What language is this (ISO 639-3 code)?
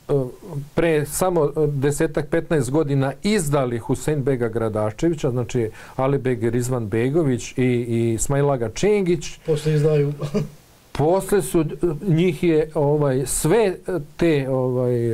bos